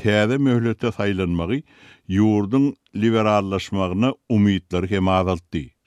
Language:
Turkmen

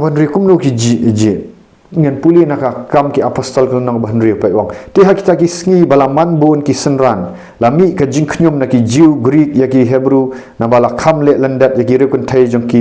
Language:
Khasi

